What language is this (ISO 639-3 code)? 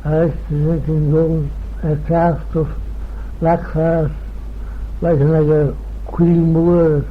glv